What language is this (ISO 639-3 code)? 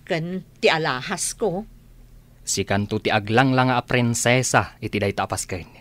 ilo